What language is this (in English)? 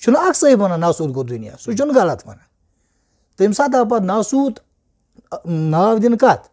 Kashmiri